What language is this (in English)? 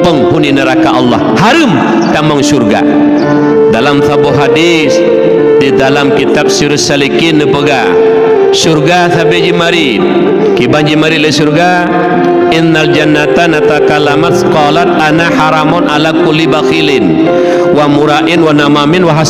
Achinese